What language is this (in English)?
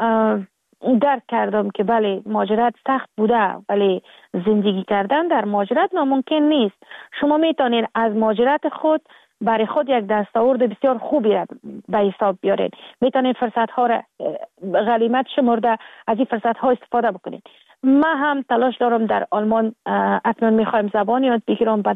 Persian